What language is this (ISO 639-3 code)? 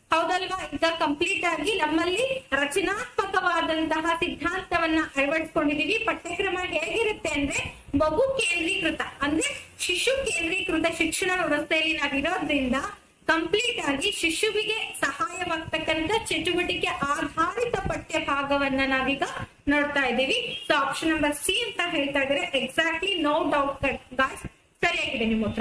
kan